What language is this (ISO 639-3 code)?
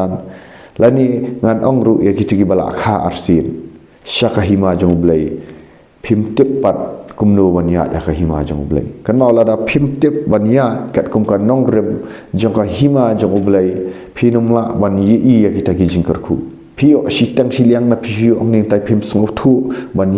kha